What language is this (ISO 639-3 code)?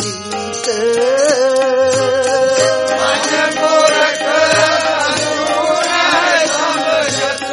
pan